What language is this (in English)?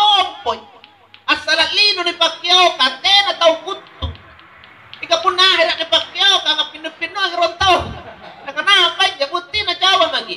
Makasar